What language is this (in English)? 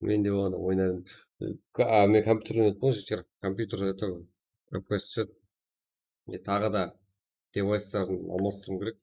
Kara-Kalpak